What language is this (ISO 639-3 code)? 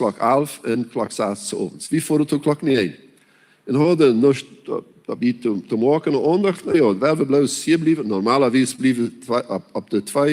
pdt